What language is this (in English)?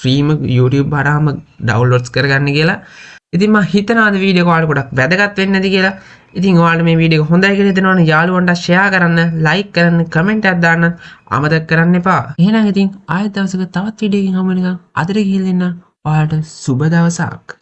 Sinhala